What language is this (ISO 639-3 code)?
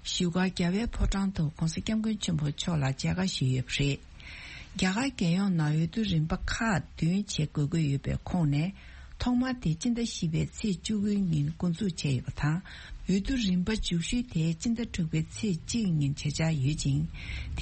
bod